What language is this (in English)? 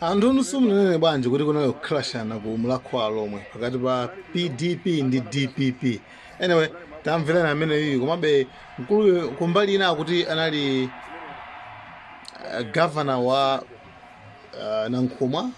Nyanja